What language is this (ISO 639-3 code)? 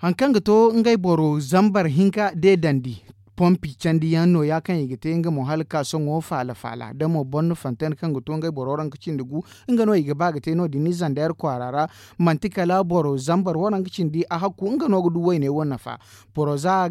dje